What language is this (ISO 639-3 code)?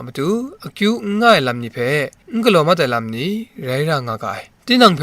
kac